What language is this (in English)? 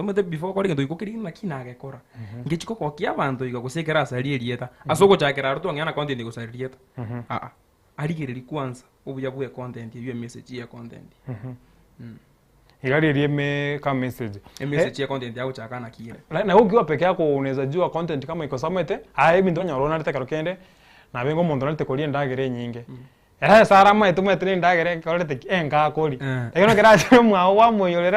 Gusii